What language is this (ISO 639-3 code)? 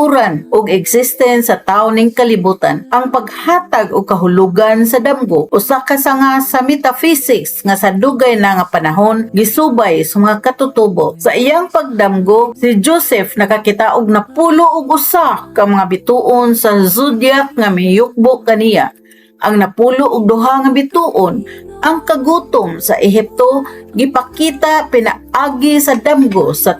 ceb